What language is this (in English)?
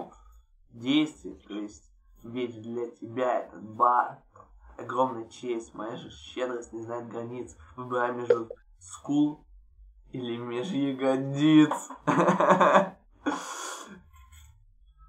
Russian